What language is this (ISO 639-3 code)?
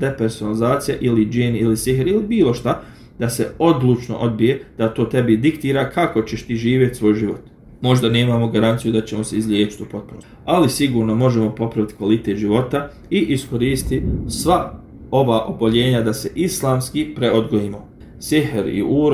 bos